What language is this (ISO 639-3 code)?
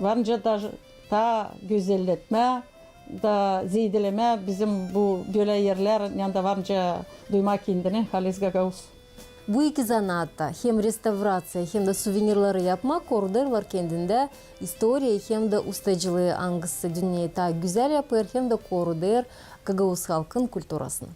gag